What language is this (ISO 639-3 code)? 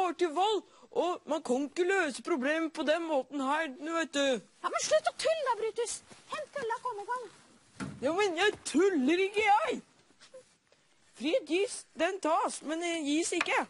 nor